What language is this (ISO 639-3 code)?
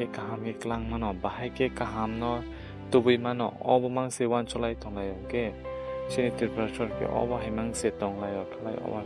trp